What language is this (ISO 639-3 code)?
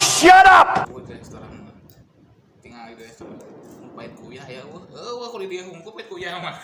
sun